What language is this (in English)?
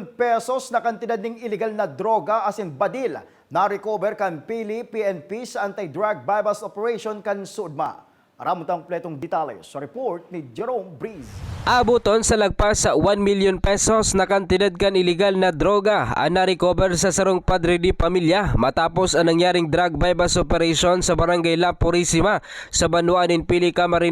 Bikol